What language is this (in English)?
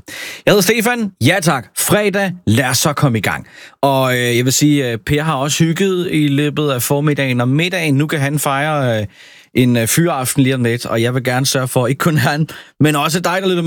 Danish